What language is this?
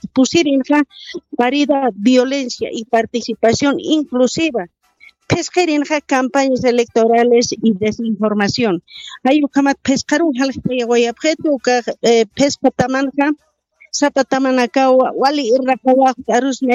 Aymara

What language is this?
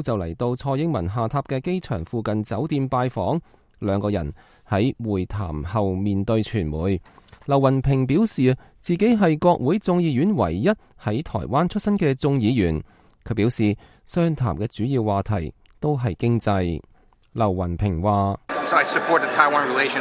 Cantonese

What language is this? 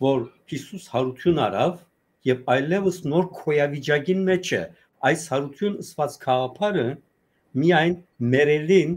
Western Armenian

